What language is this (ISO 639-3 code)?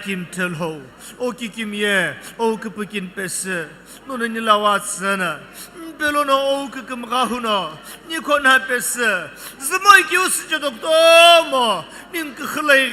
nsm